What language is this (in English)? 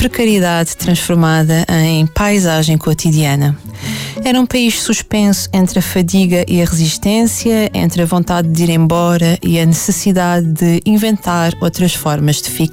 Portuguese